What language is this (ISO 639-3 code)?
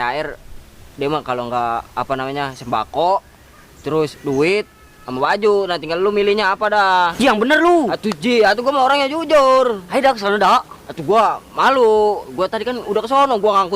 bew